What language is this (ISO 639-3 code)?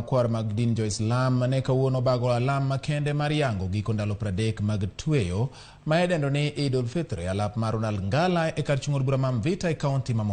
luo